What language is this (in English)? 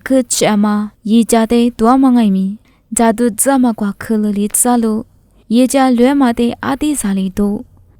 Lisu